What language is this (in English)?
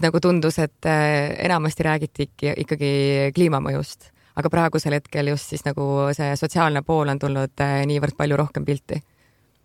Estonian